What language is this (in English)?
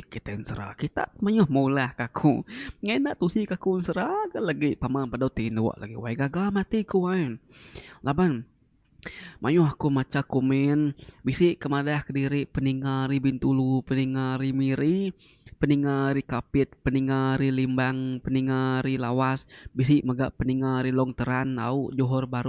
Iban